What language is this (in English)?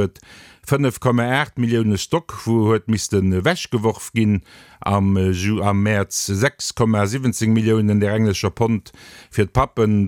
Luxembourgish